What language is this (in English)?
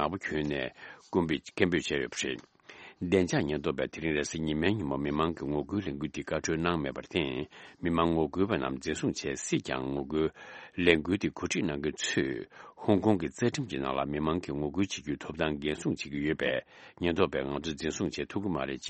Tibetan